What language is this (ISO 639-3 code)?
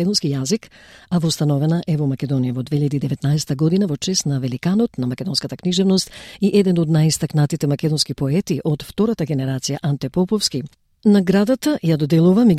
mkd